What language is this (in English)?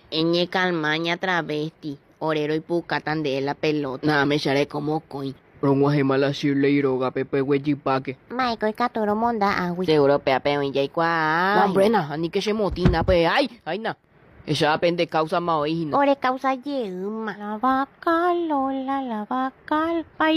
Guarani